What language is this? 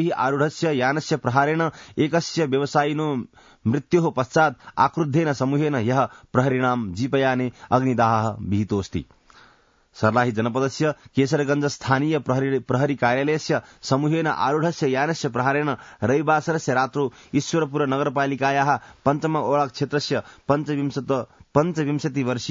Sanskrit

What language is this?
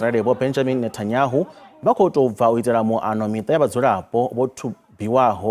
Venda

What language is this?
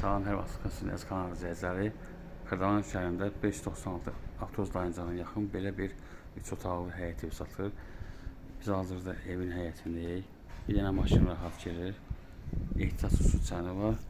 Azerbaijani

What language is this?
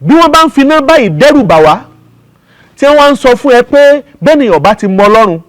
Yoruba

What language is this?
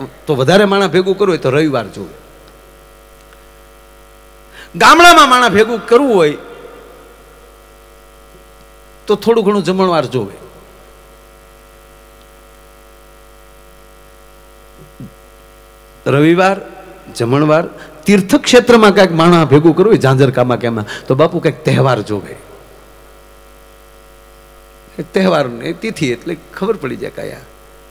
Gujarati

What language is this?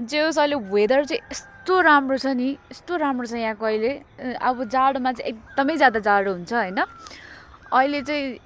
Nepali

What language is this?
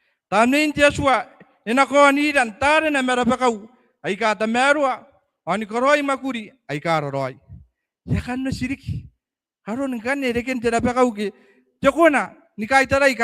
Gilbertese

